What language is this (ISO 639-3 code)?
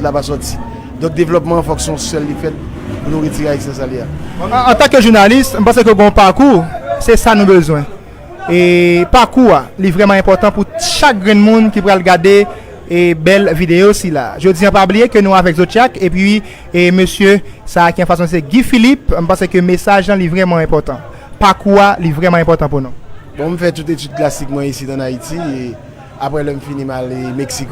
hat